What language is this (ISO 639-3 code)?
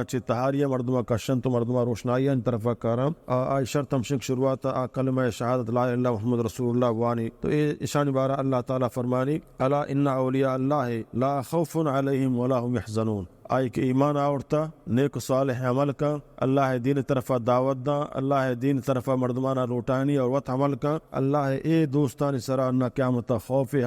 bal